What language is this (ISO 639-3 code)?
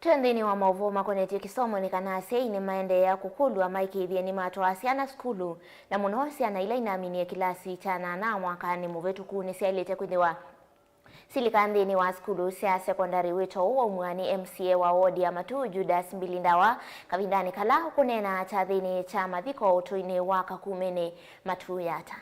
kam